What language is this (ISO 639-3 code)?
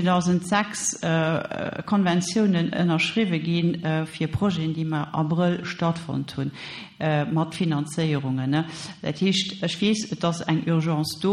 ltz